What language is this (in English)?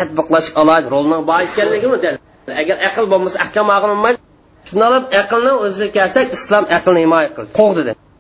Uyghur